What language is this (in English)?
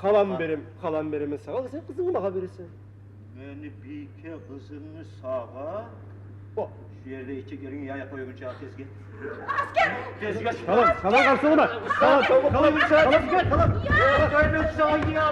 Kumyk